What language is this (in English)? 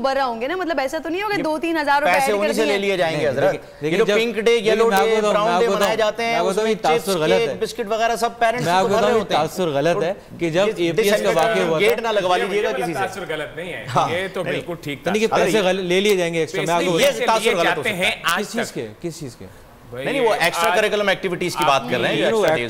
Urdu